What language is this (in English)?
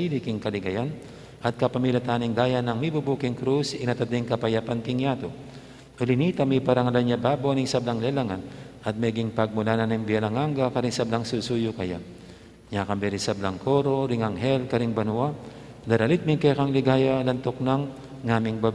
Pampanga